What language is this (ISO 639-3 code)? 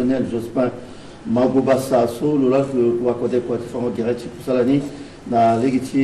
sag